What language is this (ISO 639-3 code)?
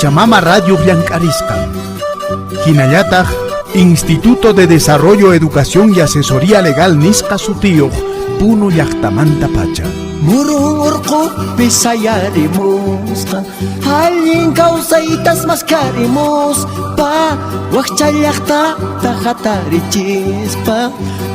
que